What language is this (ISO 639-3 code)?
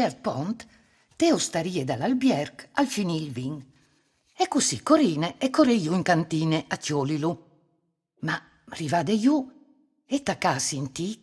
fur